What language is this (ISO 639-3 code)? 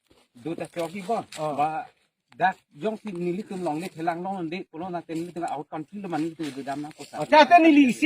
mjw